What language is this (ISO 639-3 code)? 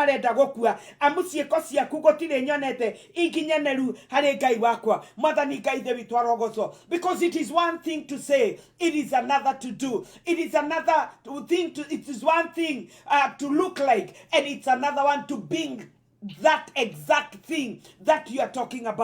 kik